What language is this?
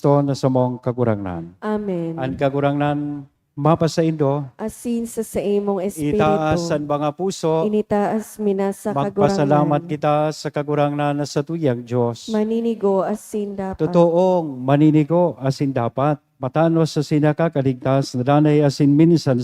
Bikol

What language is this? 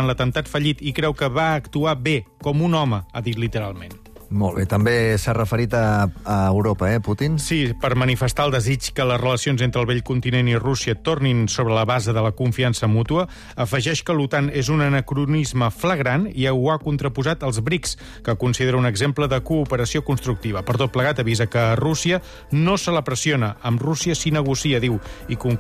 Catalan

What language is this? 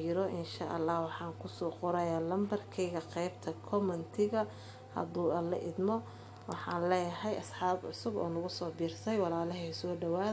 Somali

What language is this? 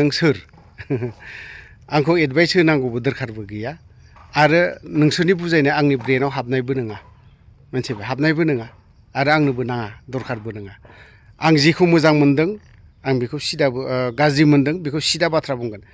Bodo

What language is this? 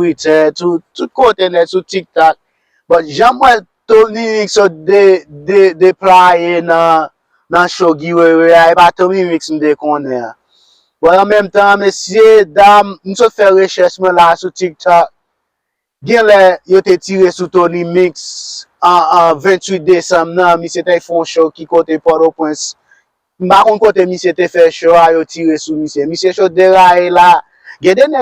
Haitian Creole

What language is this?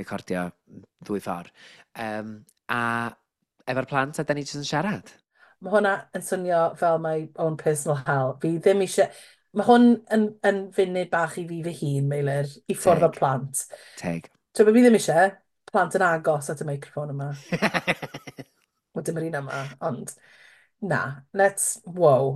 Welsh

